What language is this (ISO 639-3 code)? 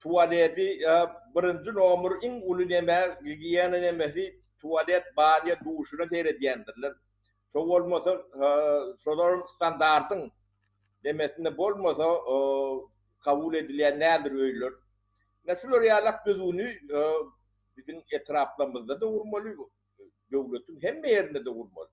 tuk